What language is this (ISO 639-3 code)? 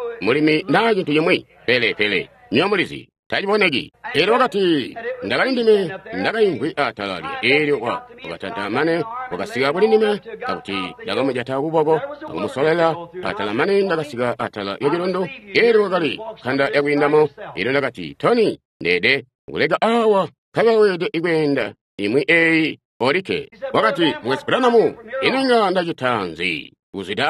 toi